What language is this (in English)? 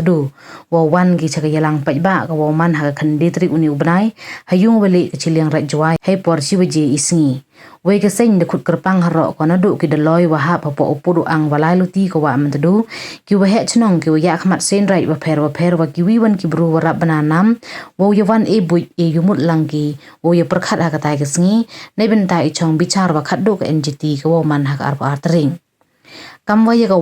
Pnar